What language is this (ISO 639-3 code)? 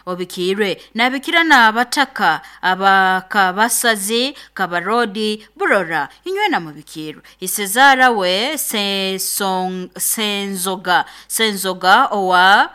nyo